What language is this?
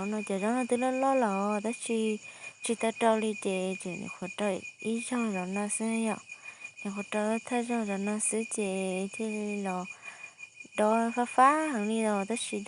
Hmong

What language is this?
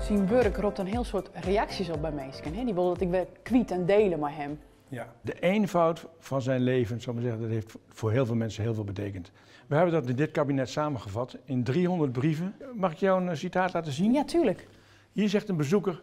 Western Frisian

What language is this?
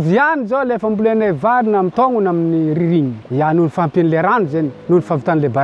Malagasy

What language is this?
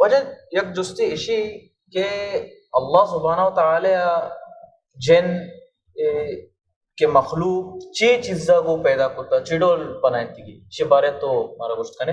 Baluchi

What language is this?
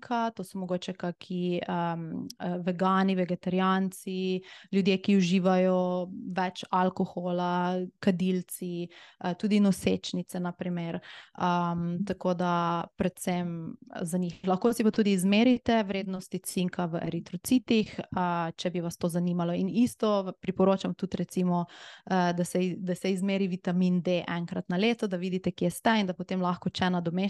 Slovenian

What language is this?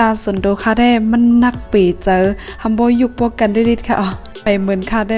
Shan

